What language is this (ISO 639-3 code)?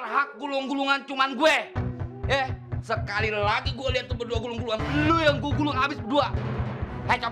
bew